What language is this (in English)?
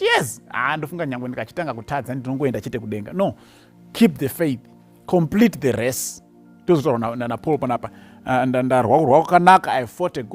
Shona